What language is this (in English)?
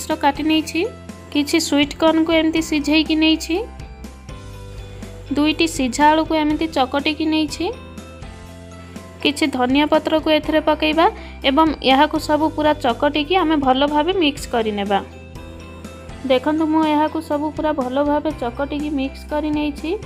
Odia